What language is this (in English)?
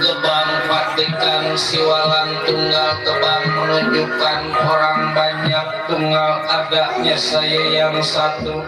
Betawi